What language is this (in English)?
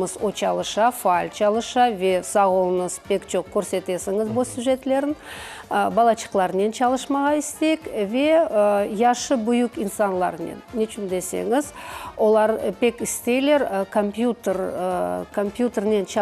Crimean Tatar